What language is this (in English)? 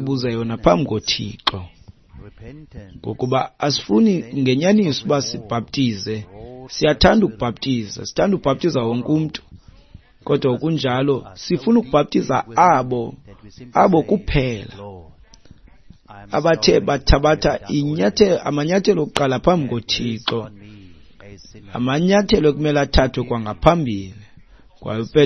Xhosa